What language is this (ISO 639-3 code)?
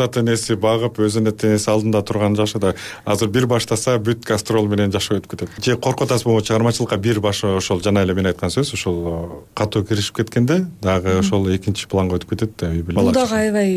kir